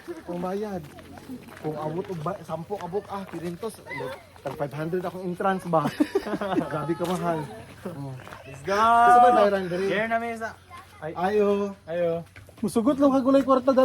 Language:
Cebuano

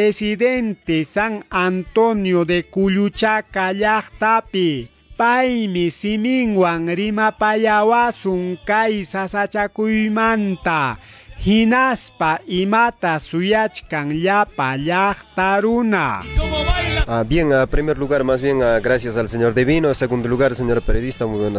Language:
Ayacucho Quechua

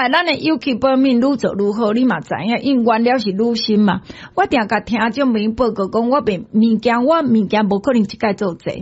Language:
Min Nan Chinese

